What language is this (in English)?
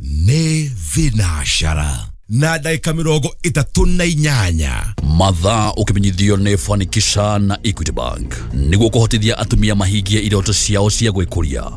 Kikuyu